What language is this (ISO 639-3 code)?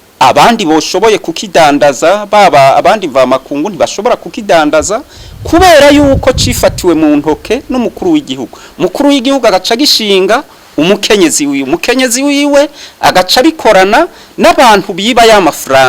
run